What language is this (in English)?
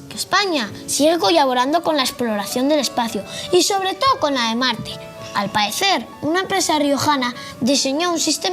Asturian